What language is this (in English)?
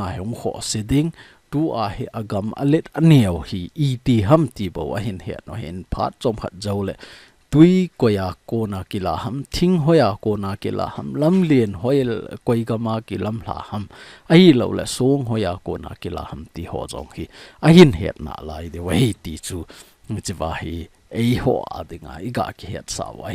Thado Chin